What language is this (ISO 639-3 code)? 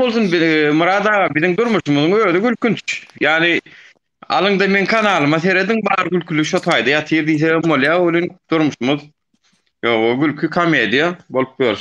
tuk